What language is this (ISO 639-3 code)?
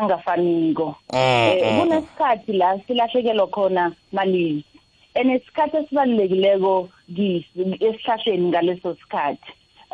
nbl